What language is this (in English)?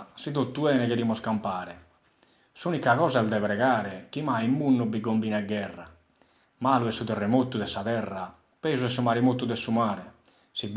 Sardinian